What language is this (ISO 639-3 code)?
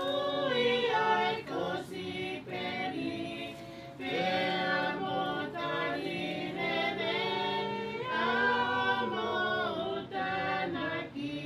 ton